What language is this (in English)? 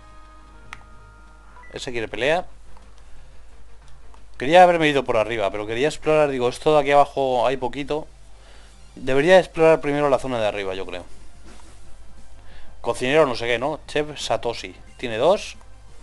Spanish